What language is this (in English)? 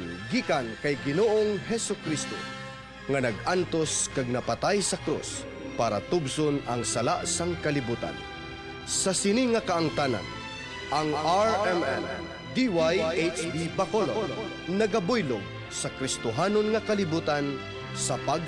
Hiligaynon